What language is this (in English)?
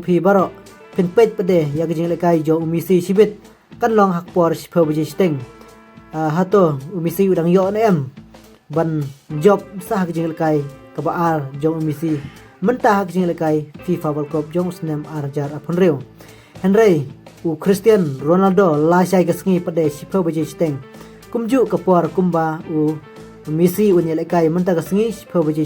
Khasi